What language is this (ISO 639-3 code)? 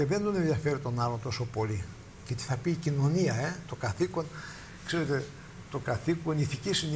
ell